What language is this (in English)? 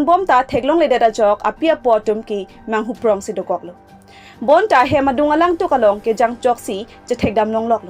Karbi